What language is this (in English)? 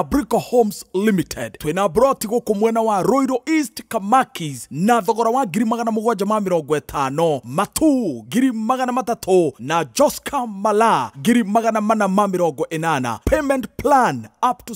Kikuyu